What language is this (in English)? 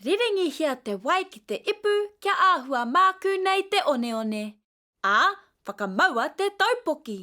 Māori